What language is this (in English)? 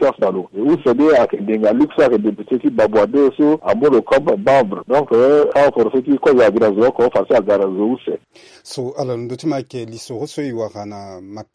Sango